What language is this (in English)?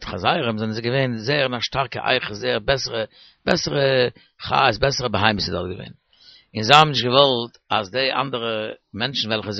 Yiddish